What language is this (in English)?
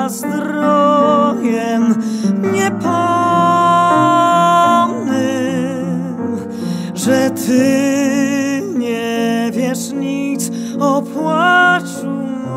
Polish